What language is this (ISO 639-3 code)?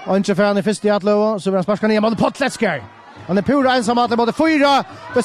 fao